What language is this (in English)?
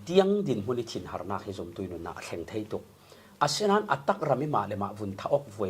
Falam Chin